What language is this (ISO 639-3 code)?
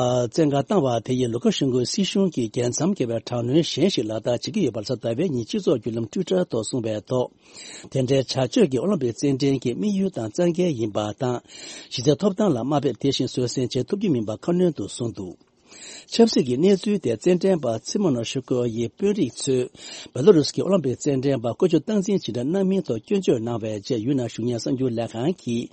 bod